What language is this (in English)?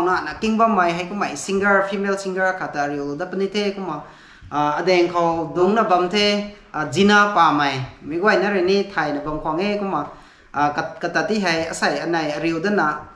Rongmei Naga